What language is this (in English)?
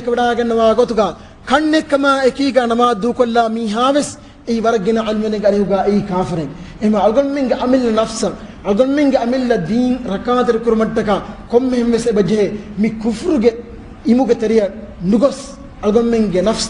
Divehi